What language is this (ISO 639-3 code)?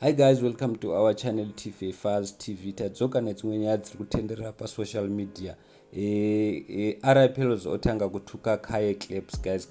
sna